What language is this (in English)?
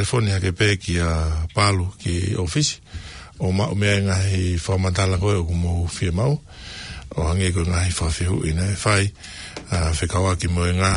Tongan